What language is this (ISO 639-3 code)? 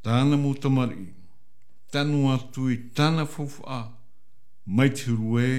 tah